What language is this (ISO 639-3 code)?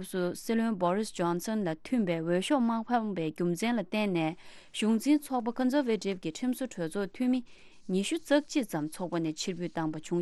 bod